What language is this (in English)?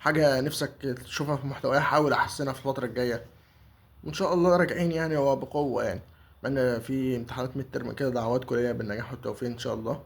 Egyptian Arabic